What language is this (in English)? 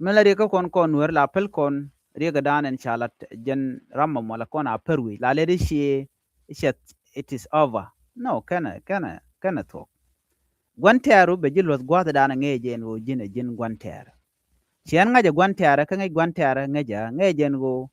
Nuer